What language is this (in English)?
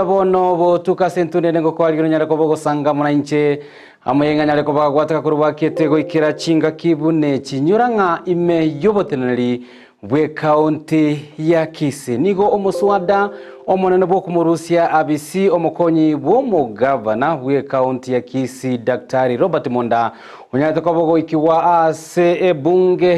Gusii